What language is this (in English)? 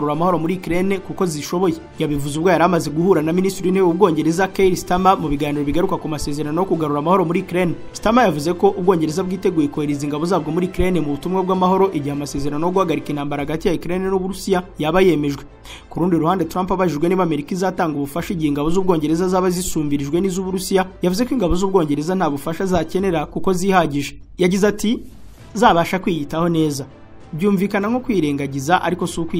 Kinyarwanda